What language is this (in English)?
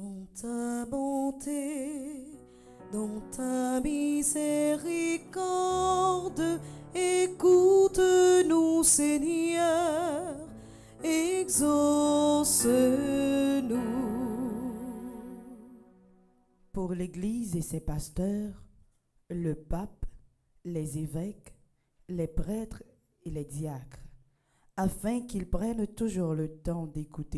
French